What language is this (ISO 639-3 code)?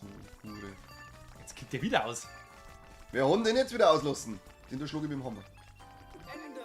bar